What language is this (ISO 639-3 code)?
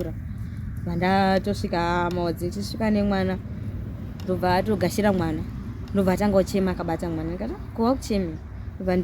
sna